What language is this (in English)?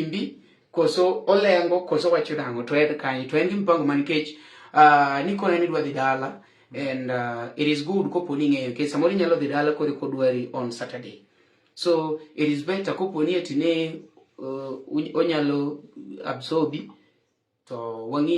Luo (Kenya and Tanzania)